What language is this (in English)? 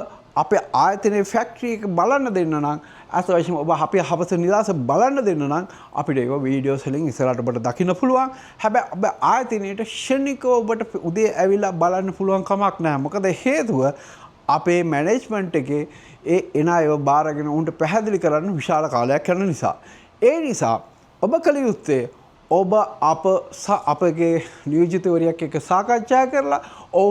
Sinhala